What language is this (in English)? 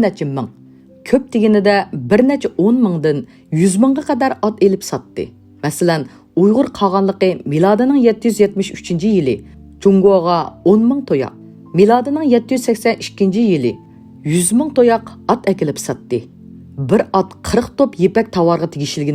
Uyghur